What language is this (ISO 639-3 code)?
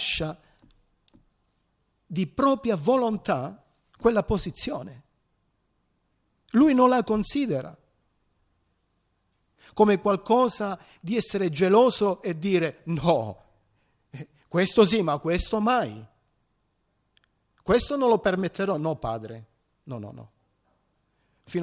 ita